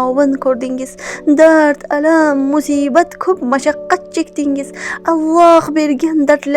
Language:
Uzbek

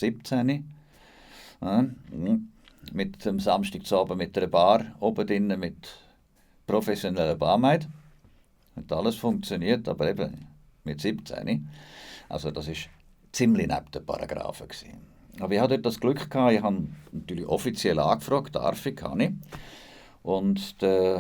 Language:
Swiss German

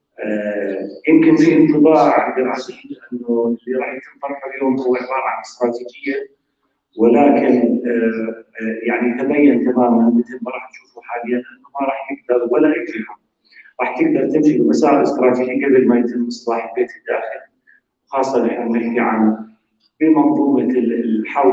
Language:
North Levantine Arabic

